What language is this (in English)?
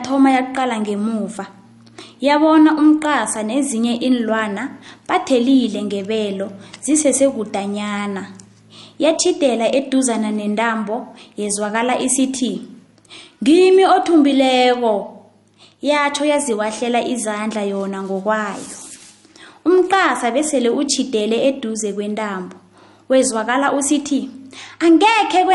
South Ndebele